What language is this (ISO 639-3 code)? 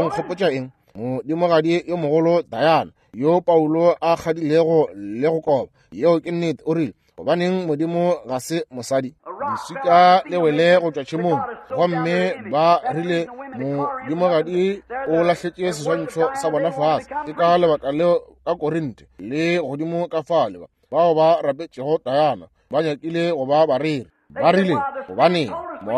nso